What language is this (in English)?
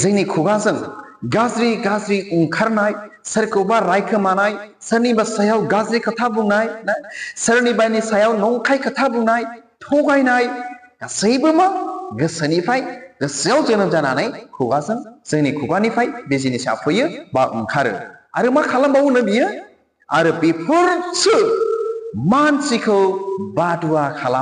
Bodo